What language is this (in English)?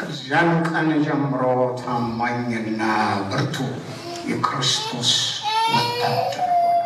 Amharic